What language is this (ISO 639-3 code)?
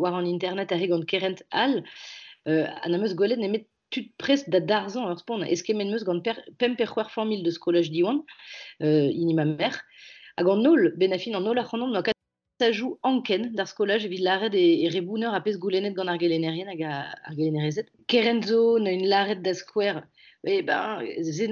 bre